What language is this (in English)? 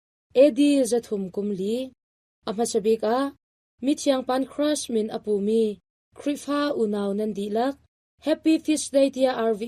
Hakha Chin